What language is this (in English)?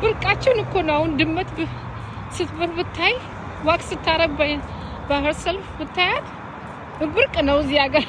Amharic